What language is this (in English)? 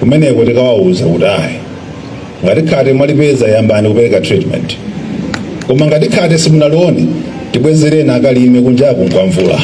Nyanja